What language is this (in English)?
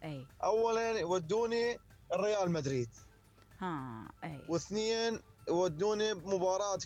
Mesopotamian Arabic